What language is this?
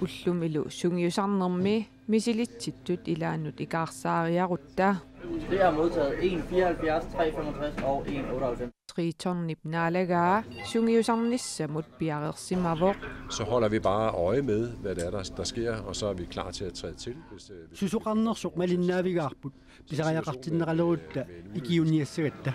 Kalaallisut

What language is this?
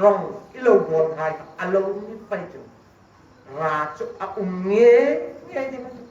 Hmar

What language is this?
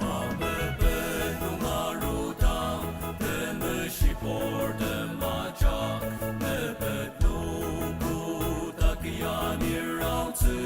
Ao Naga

